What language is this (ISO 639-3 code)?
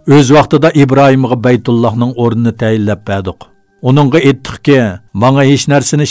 uig